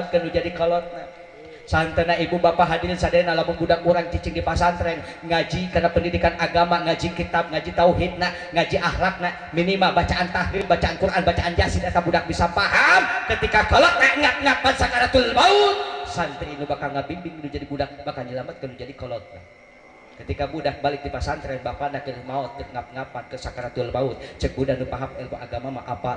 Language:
Sundanese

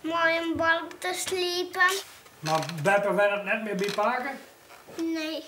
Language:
Western Frisian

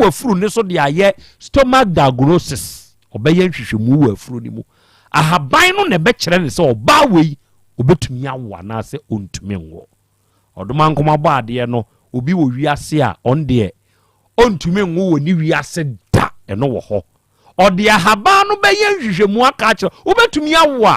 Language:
Akan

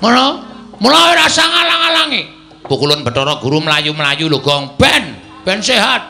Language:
Javanese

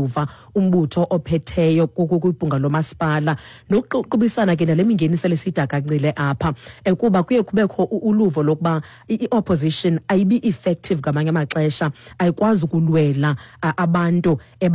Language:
Xhosa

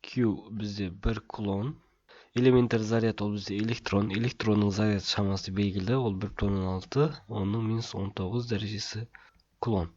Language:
Kazakh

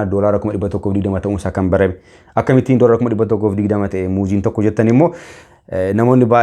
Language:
Oromo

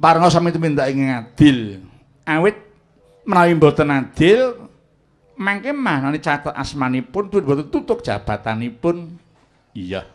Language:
Javanese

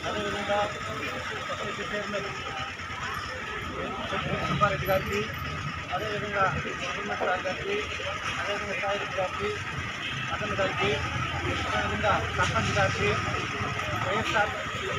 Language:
Telugu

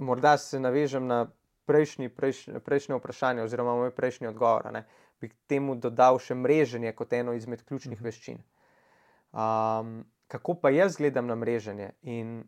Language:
Slovenian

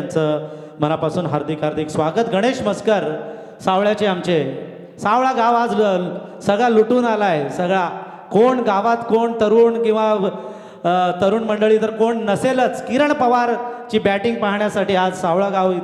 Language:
Marathi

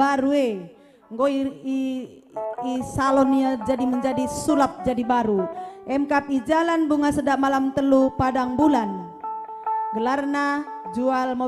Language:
Batak Karo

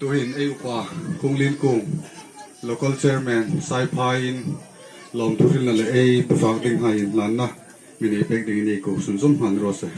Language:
Hmar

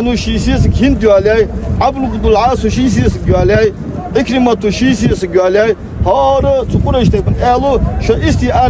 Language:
Ingush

